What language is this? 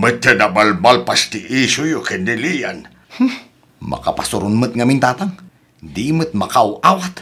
Iloko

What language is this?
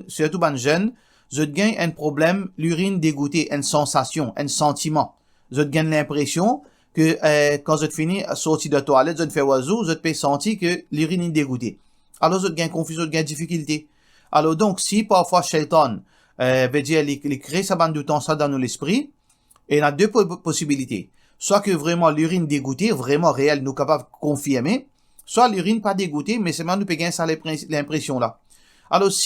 Morisyen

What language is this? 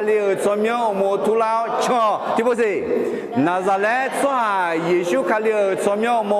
Akha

